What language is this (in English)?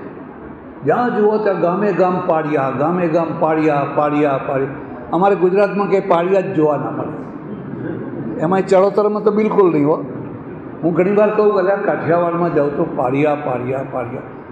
Gujarati